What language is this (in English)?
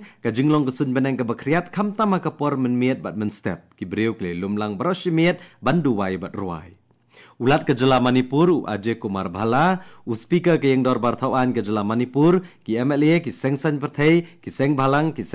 Khasi